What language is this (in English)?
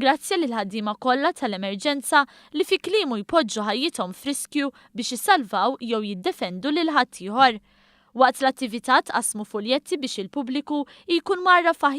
Maltese